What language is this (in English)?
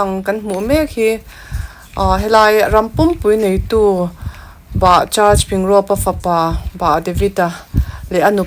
Mizo